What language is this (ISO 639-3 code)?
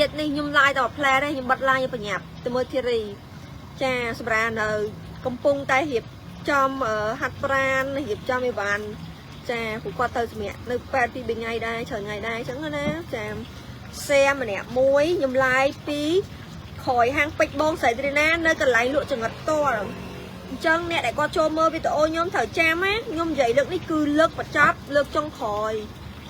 khm